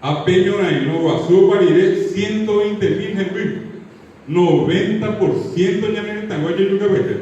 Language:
Guarani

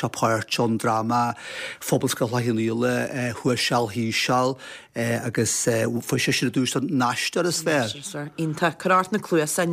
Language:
Irish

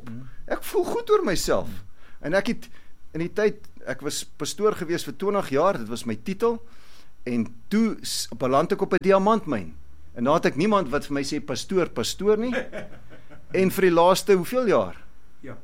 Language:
Afrikaans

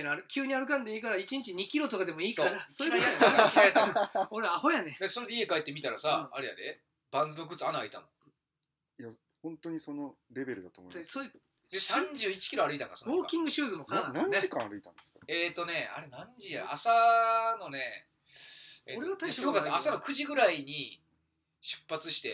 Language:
Japanese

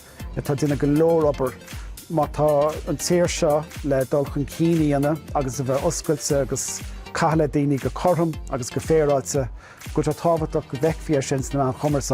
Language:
Irish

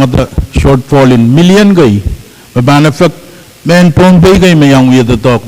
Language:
Pohnpeian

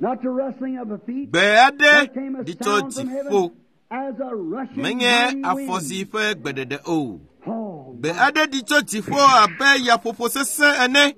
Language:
Ewe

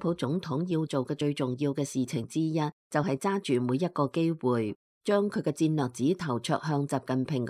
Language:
Cantonese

